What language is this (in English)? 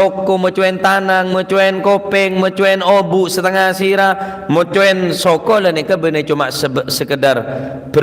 Madurese